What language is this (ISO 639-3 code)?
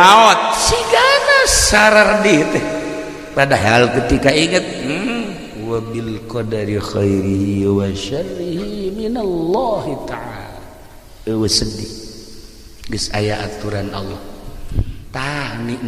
sun